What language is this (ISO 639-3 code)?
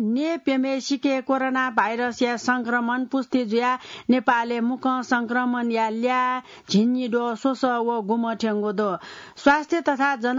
new